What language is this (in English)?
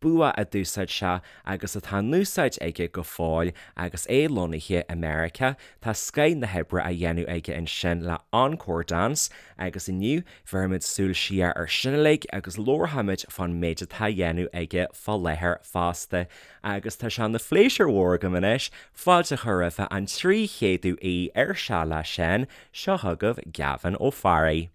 Irish